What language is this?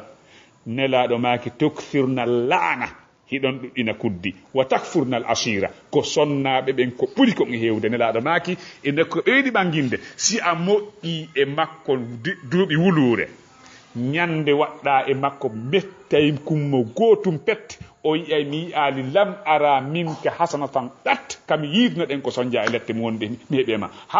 Fula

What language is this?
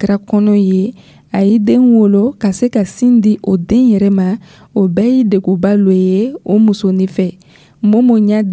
Dyula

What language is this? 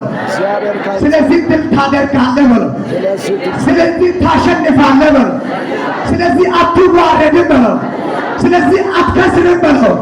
Amharic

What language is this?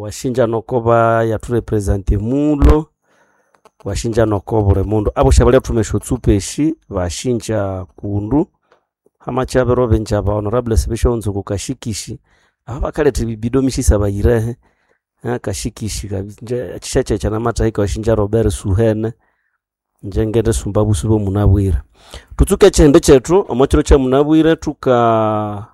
Nande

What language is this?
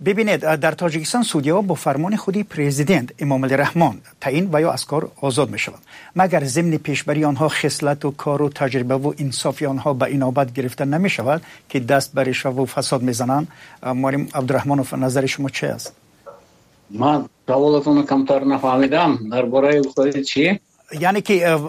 Tajik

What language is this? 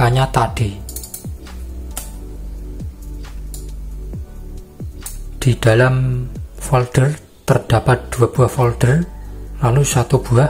Indonesian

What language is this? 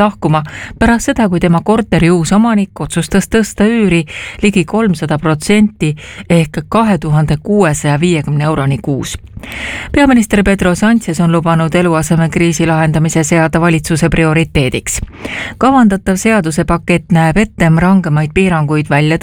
Estonian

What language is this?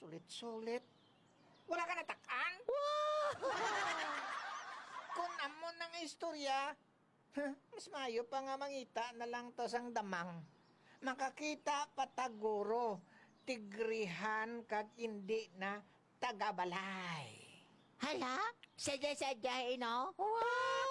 Hiligaynon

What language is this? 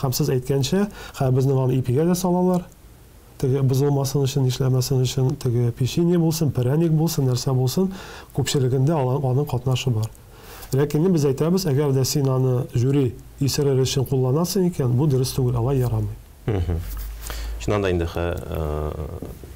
Tatar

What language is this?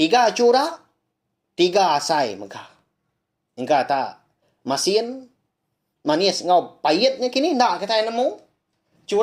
Iban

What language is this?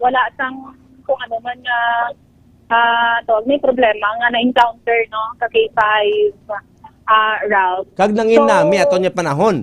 Hiligaynon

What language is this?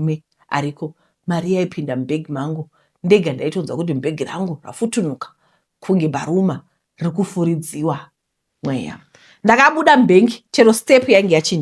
Shona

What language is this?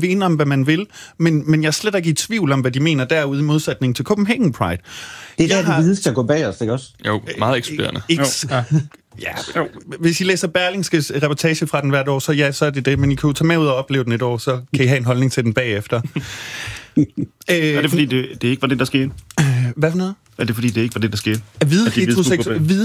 Danish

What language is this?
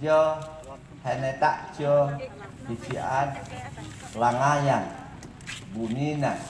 Mayoyao Ifugao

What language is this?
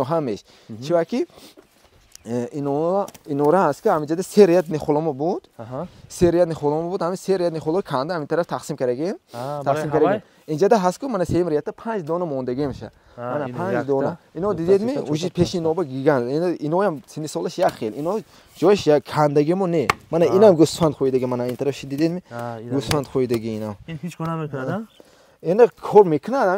Tajik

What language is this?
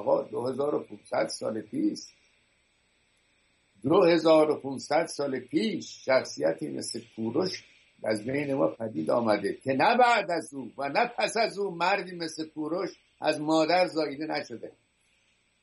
Persian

